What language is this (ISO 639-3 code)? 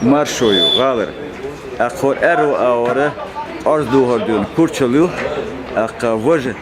che